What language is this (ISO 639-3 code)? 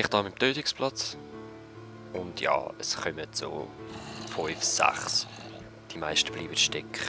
gsw